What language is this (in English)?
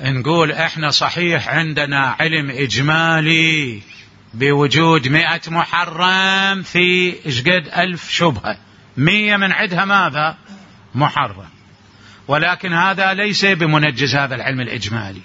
Mesopotamian Arabic